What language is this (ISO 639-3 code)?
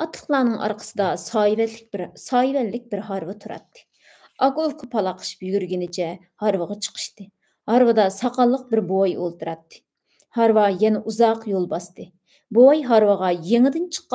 uig